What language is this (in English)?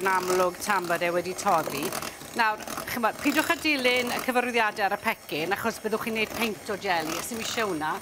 Welsh